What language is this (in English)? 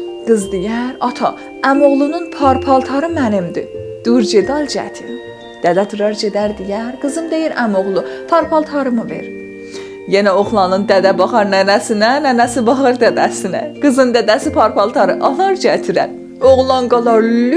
South Azerbaijani